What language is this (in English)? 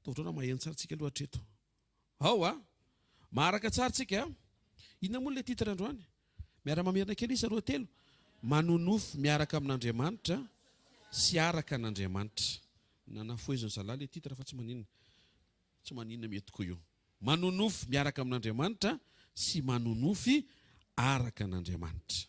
Malagasy